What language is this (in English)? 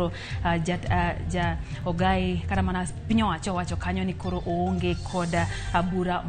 Luo (Kenya and Tanzania)